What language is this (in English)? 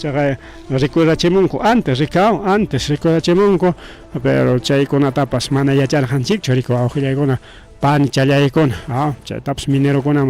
Ayacucho Quechua